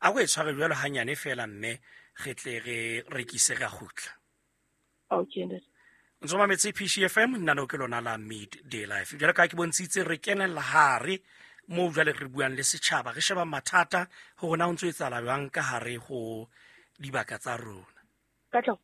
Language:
Southern Sotho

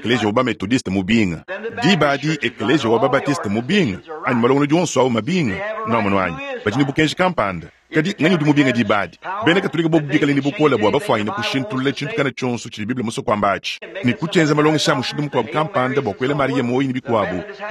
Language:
Luba-Lulua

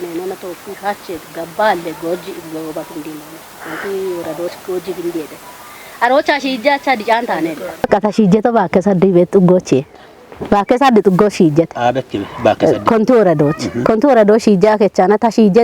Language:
Kafa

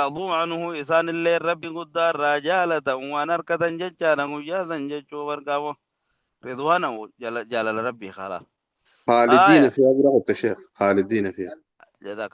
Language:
Oromo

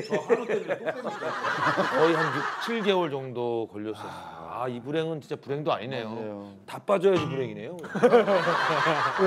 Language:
Korean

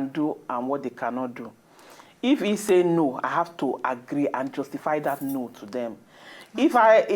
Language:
Nigerian Pidgin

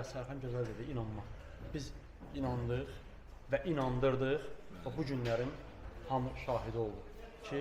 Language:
Azerbaijani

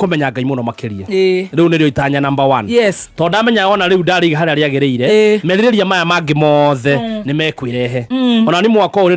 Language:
Kikuyu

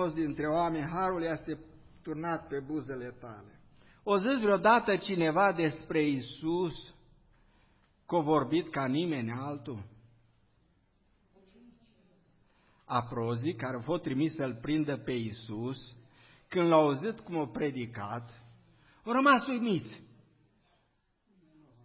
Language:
Romanian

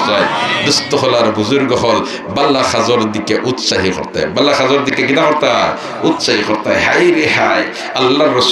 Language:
Sylheti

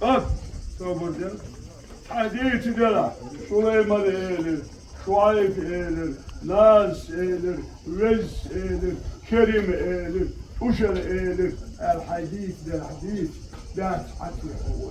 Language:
Chechen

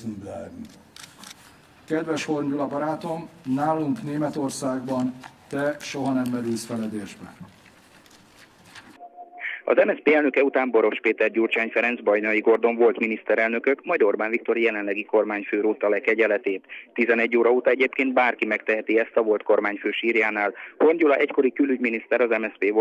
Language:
Hungarian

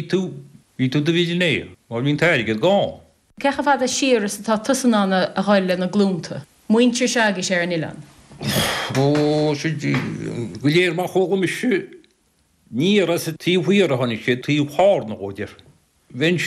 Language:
Irish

